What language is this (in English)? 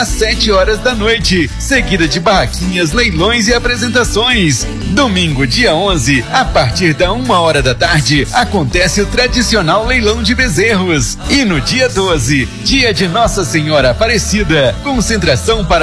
Portuguese